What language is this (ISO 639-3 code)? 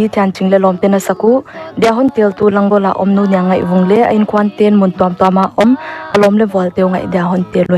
pck